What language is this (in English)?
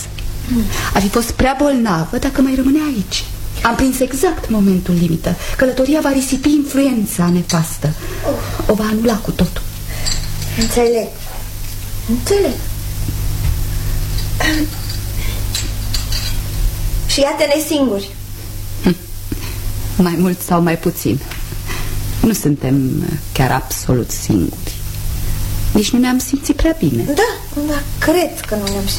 Romanian